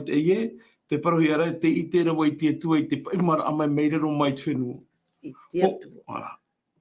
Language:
Tahitian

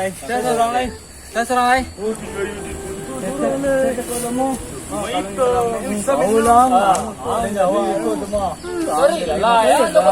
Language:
Minangkabau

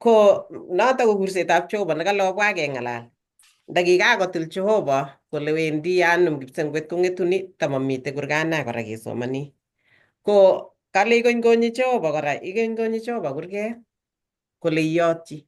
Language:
Kalenjin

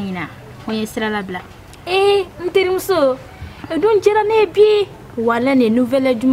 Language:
Bambara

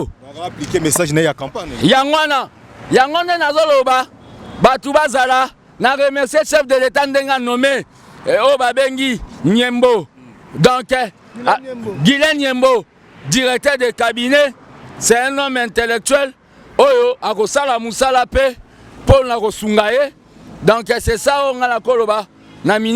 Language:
Lingala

